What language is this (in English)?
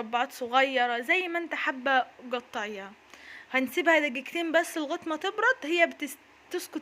Egyptian Arabic